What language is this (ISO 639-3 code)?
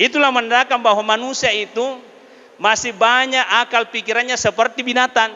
bug